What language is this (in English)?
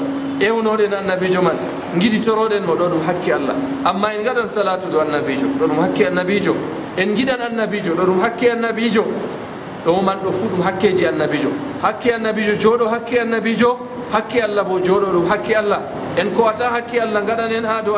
Fula